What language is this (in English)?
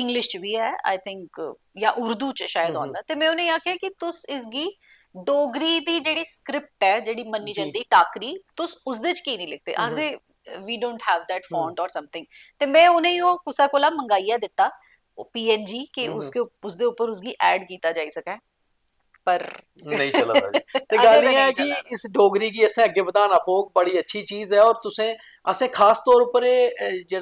Dogri